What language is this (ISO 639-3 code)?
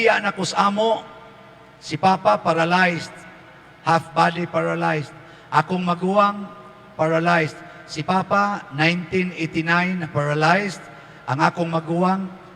ceb